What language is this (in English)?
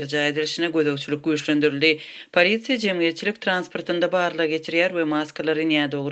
Turkmen